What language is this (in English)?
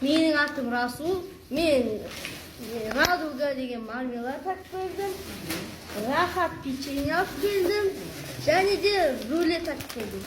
Kazakh